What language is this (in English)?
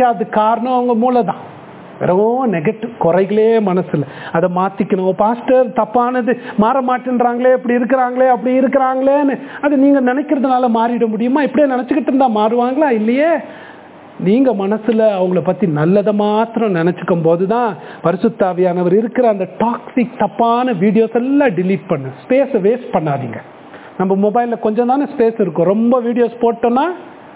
Tamil